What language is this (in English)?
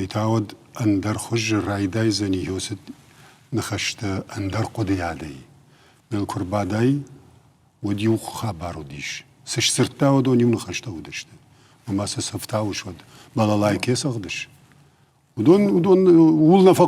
Ossetic